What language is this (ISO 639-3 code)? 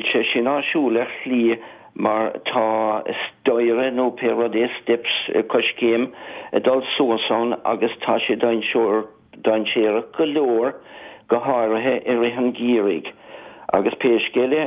gle